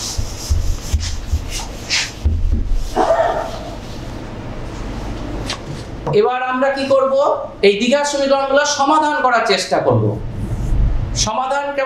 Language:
Bangla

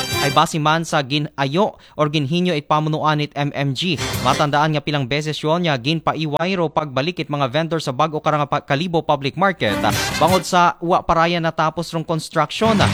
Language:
Aklanon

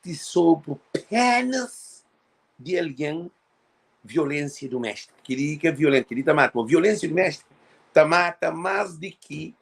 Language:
Kabuverdianu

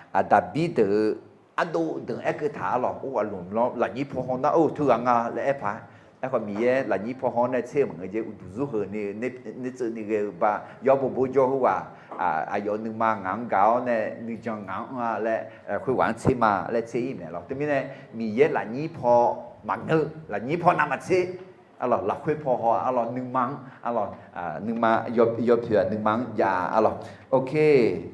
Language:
Akha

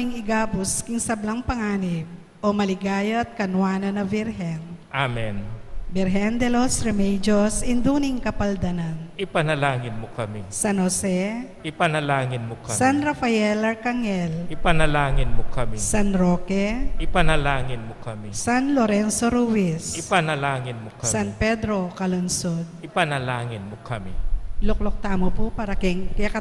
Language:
Pampanga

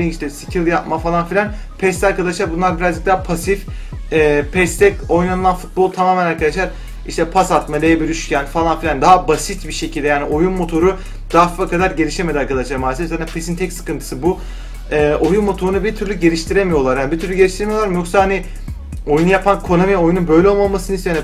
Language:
Turkish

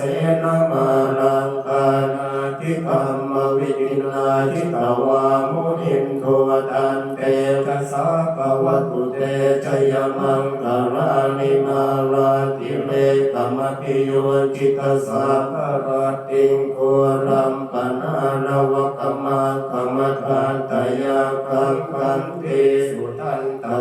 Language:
Pali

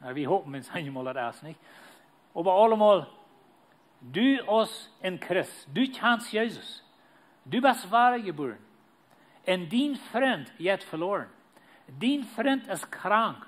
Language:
Plautdietsch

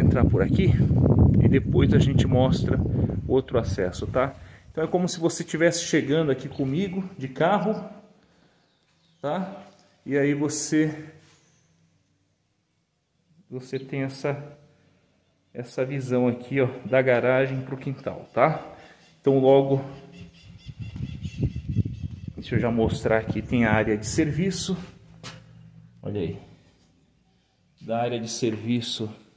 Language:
Portuguese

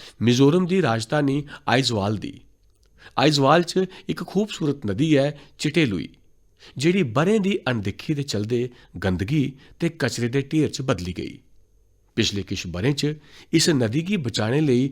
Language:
Dogri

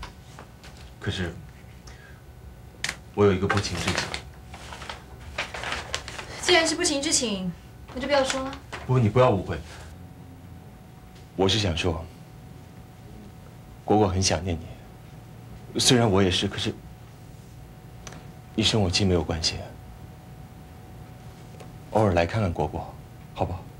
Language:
Min Nan Chinese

